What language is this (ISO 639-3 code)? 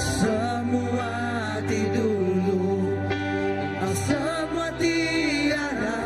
iba